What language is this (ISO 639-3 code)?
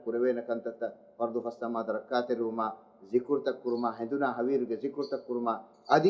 div